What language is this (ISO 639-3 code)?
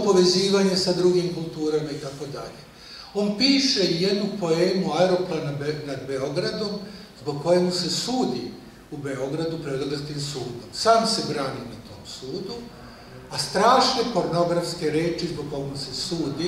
srp